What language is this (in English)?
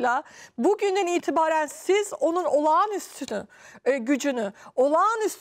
Turkish